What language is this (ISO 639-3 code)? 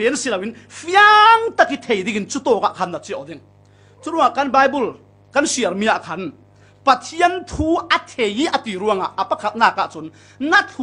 cfm